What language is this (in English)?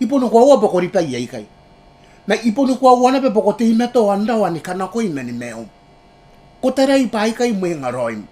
Gilbertese